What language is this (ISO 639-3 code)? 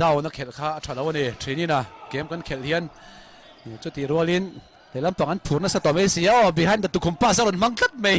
lus